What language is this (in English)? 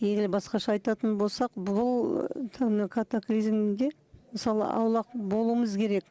Kazakh